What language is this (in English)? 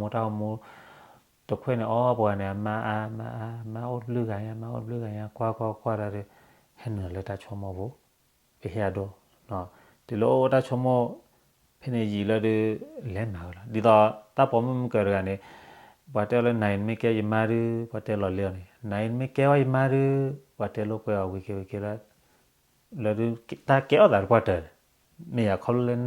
S'gaw Karen